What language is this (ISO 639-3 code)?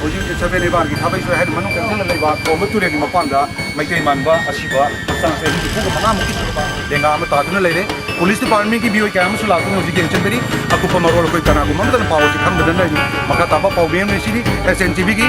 mni